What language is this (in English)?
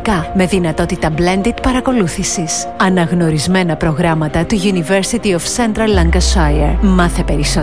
Greek